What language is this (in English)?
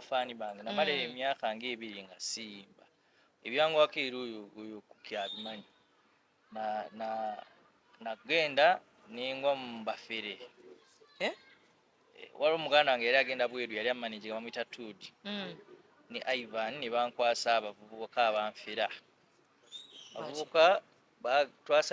Ganda